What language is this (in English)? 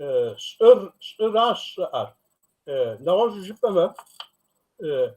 Kabardian